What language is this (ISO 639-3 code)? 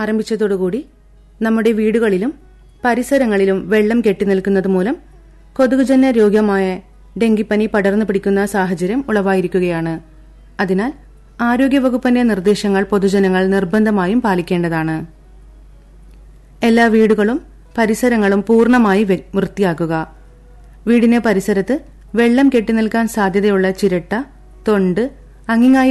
mal